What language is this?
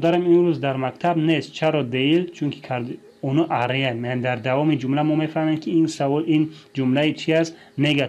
Tajik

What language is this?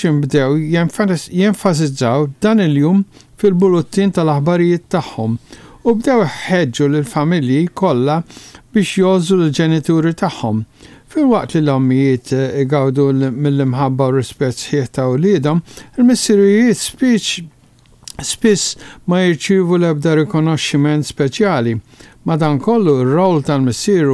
Maltese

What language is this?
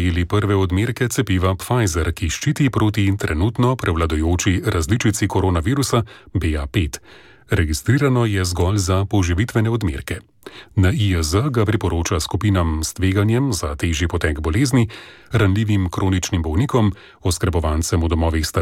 Slovenian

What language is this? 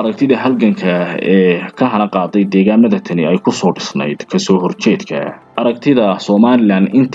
Somali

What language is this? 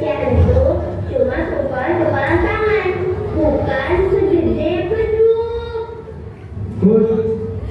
Betawi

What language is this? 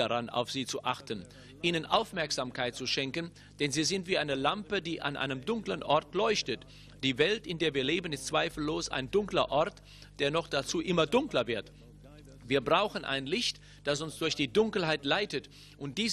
German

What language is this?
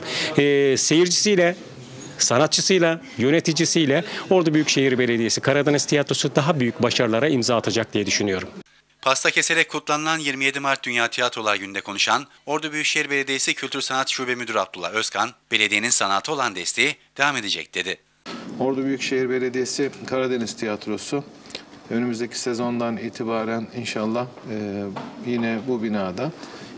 Turkish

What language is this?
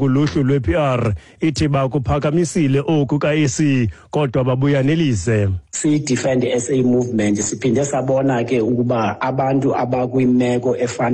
Xhosa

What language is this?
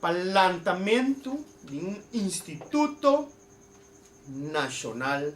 Papiamento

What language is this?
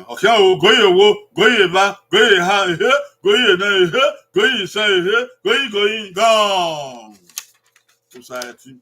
Bini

